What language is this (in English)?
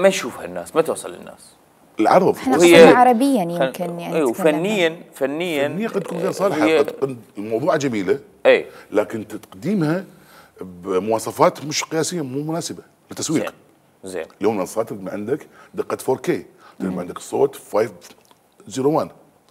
Mesopotamian Arabic